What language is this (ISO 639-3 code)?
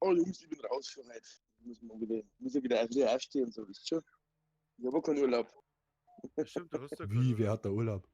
bar